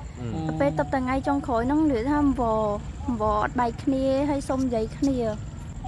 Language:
Khmer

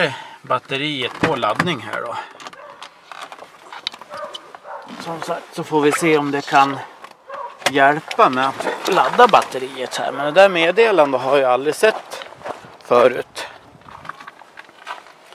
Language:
Swedish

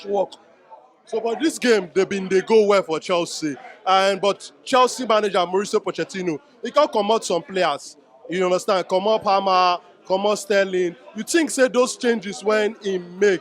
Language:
Nigerian Pidgin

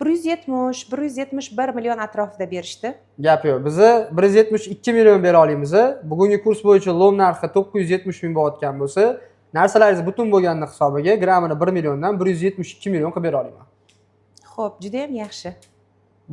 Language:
Uzbek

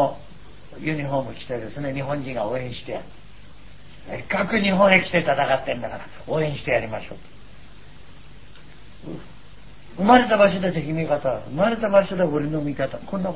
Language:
Japanese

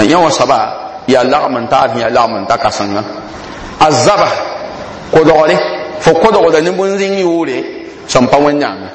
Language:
Mossi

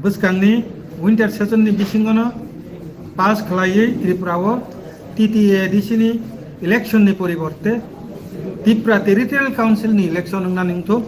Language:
Riang (India)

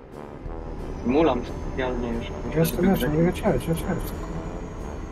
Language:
Polish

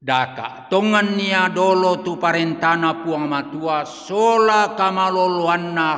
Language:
Toraja-Sa'dan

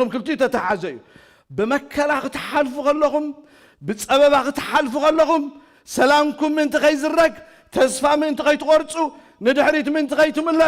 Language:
Tigrinya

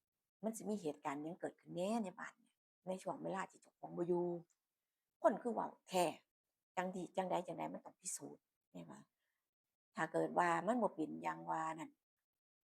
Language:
Northeastern Thai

